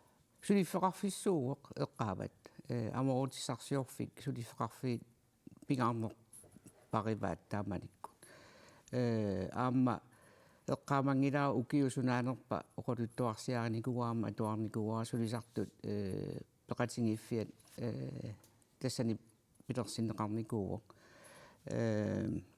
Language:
Kalaallisut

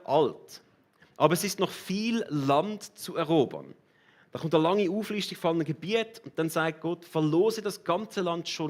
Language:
Swiss German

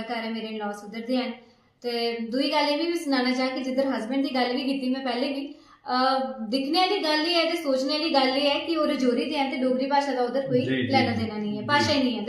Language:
Dogri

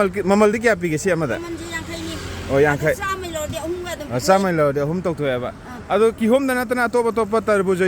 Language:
Manipuri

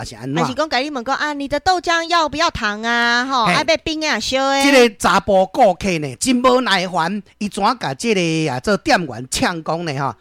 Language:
Min Nan Chinese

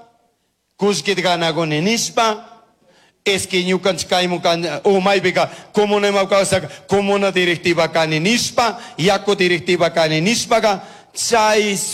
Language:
Chimborazo Highland Quichua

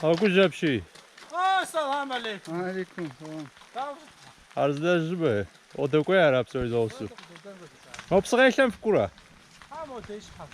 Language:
Kabardian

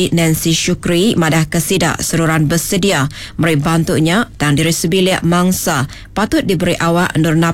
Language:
Iban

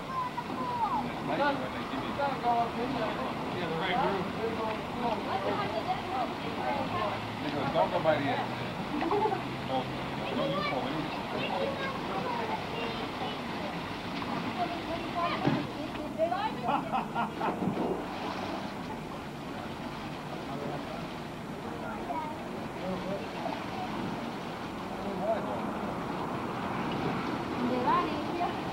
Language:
English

